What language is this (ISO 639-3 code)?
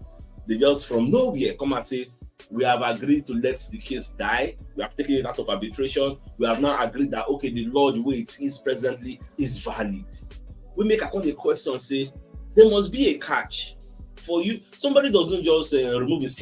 pcm